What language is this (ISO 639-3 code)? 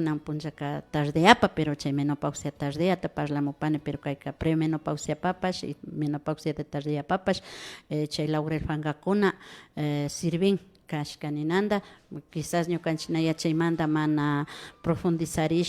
qvi